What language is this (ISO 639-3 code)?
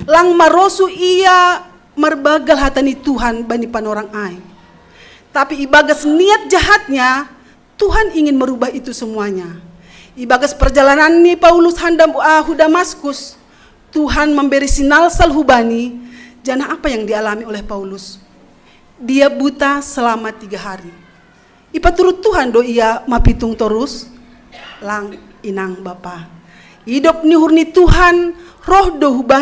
bts